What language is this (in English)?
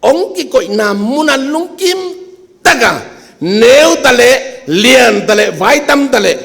Tedim Chin